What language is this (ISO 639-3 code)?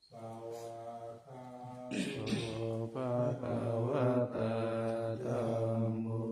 pli